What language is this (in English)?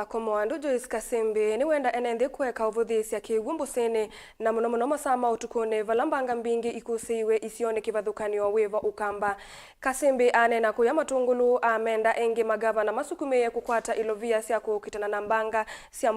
Kamba